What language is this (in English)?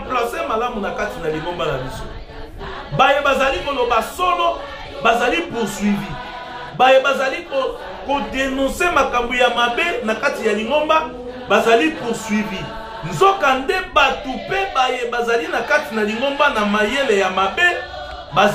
Lingala